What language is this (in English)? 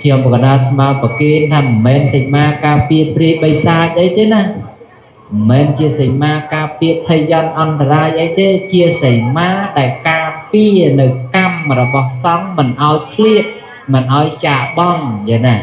Khmer